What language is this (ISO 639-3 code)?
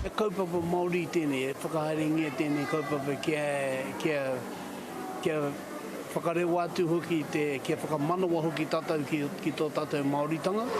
mri